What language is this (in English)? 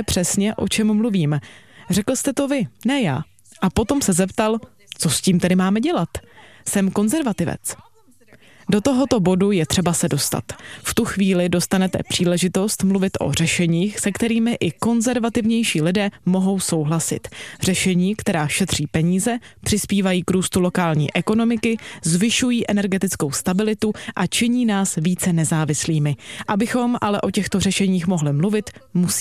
Czech